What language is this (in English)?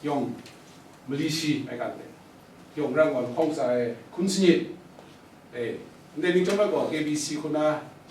Kachin